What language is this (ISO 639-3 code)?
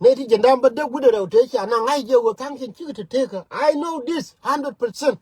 nus